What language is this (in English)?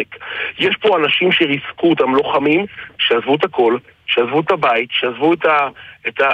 Hebrew